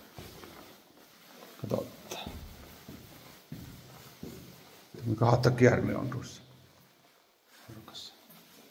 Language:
Finnish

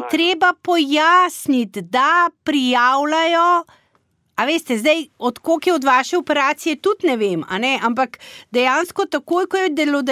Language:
Slovenian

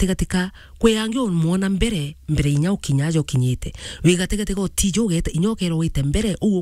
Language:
Meru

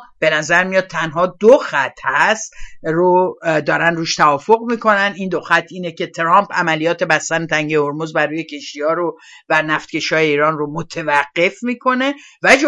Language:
Persian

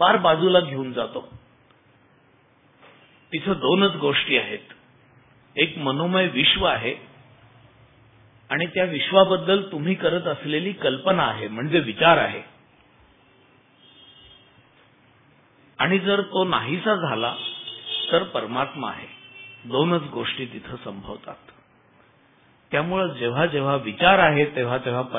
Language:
Marathi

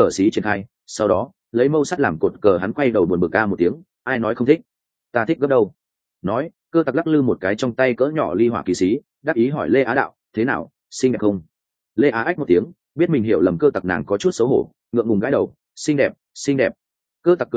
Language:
Vietnamese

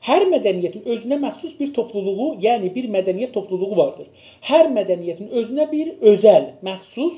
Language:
South Azerbaijani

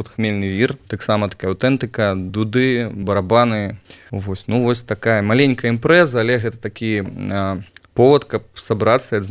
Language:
Belarusian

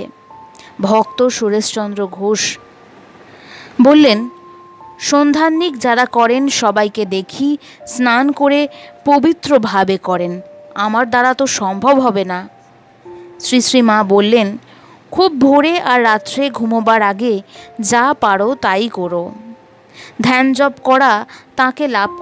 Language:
Bangla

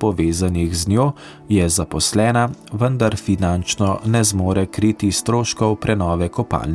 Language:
Slovenian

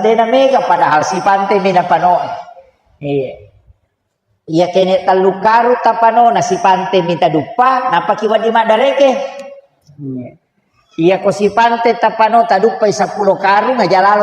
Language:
Buginese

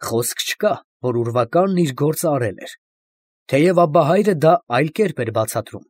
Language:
Armenian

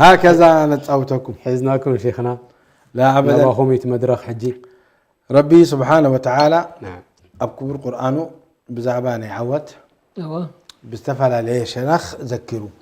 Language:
Tigrinya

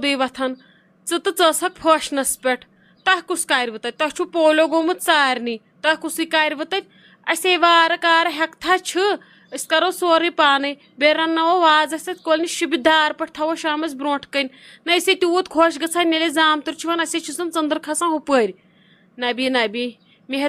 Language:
Kashmiri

